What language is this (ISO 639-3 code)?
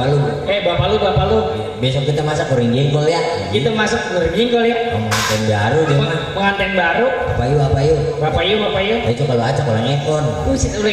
bew